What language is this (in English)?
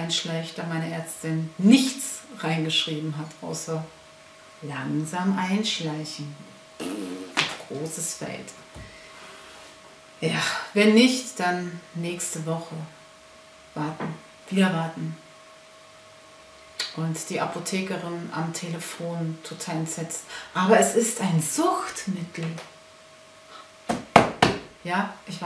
German